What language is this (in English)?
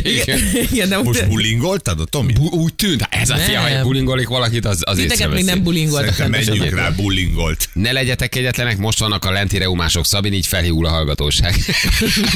Hungarian